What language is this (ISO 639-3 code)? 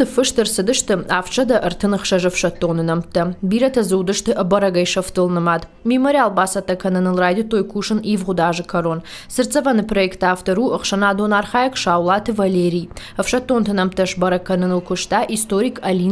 oss